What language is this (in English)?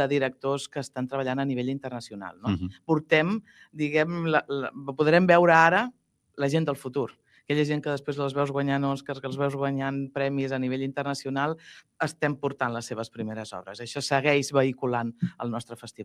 Catalan